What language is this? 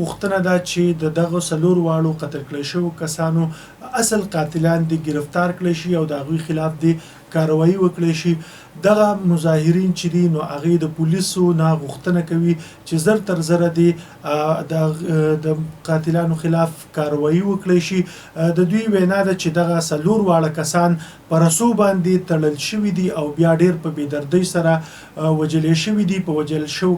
Pashto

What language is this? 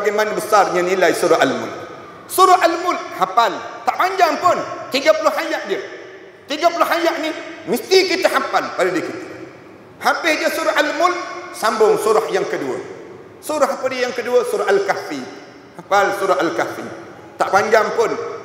Malay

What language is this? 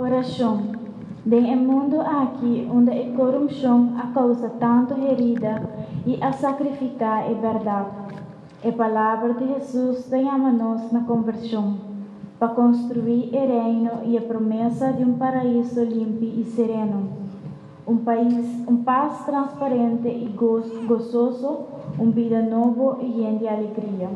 Papiamento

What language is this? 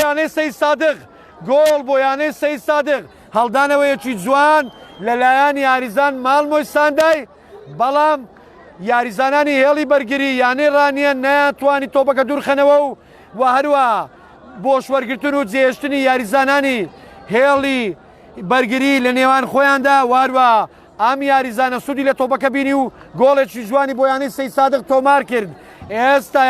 Central Kurdish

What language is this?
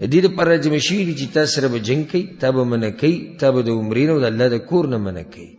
Pashto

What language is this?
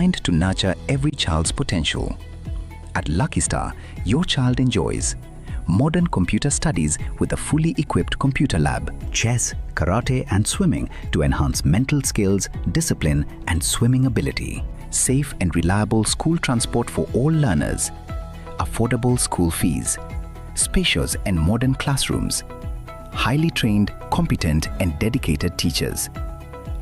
Gusii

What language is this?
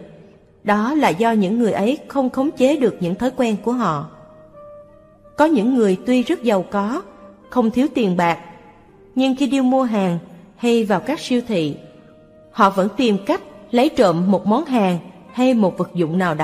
Vietnamese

